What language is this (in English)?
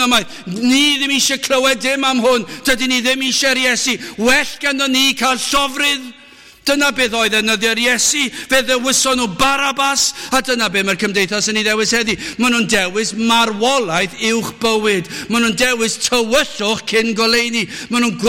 Welsh